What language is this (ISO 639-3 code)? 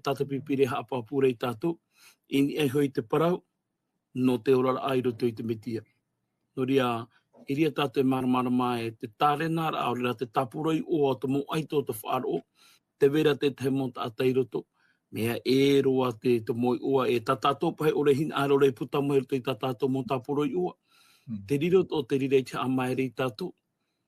tah